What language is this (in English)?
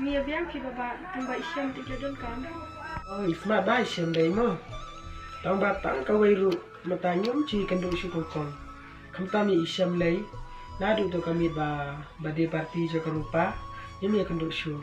Khasi